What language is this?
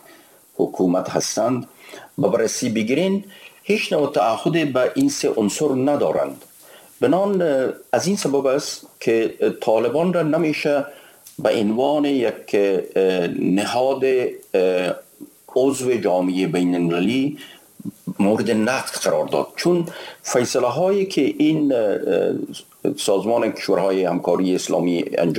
Persian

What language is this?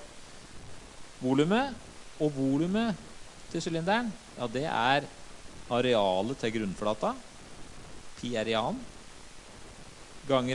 Norwegian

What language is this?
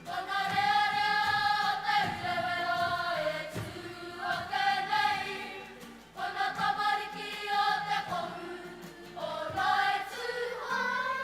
Māori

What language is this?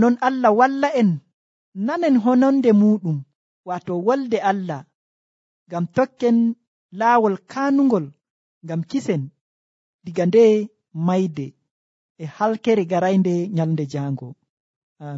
Nigerian Fulfulde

